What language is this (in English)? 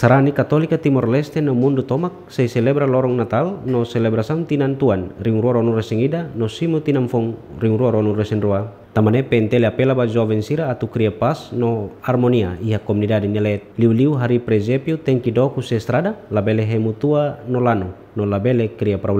Tetum